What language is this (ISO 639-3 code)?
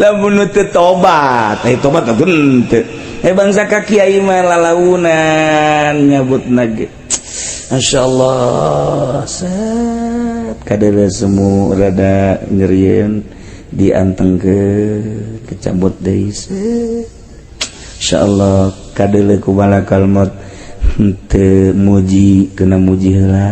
sun